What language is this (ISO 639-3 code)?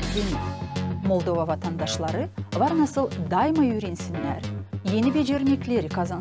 gag